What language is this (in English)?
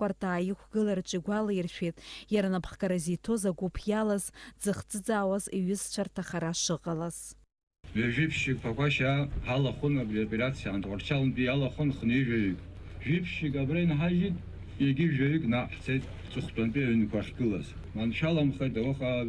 Abkhazian